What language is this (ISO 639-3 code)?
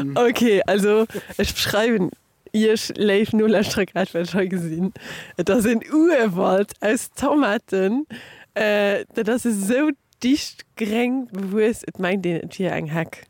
ltz